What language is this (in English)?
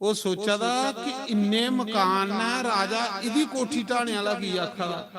Dogri